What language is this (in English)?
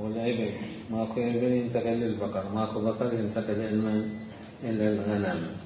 Mesopotamian Arabic